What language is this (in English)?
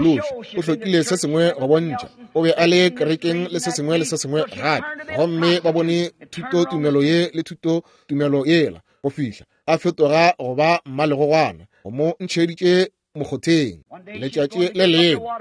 Northern Sotho